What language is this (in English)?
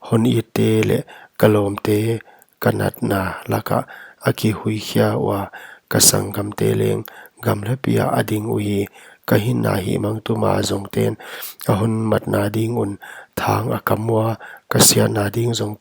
Paite Chin